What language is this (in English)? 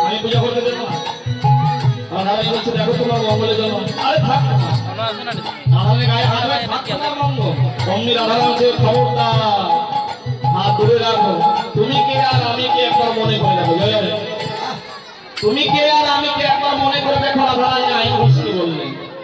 Bangla